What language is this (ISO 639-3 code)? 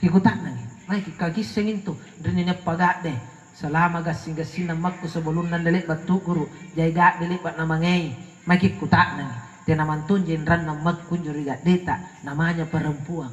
mak